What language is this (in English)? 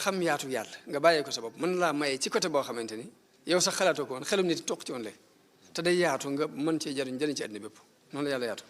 Wolof